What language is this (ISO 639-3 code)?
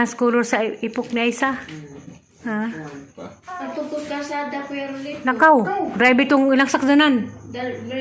ceb